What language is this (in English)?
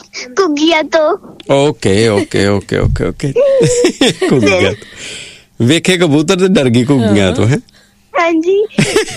Punjabi